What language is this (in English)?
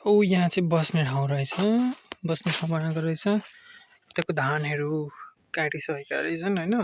Nepali